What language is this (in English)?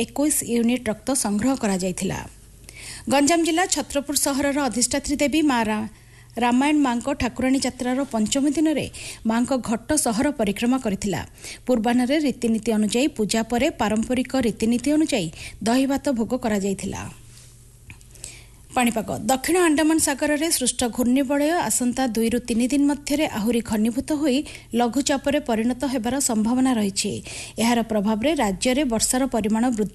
Odia